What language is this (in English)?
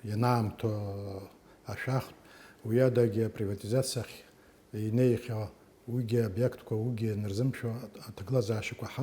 Abkhazian